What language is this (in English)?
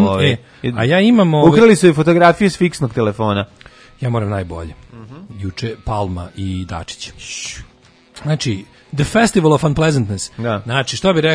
Serbian